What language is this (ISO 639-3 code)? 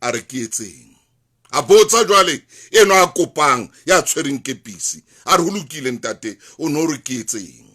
sot